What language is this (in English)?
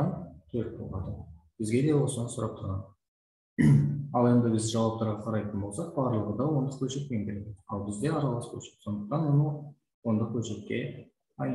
Kazakh